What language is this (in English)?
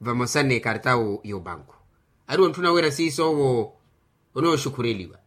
Makhuwa